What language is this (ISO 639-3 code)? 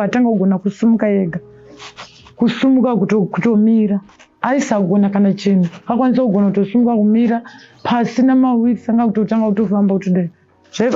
sna